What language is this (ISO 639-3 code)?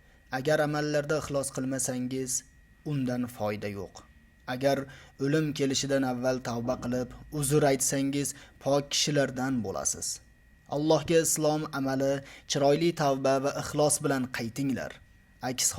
uzb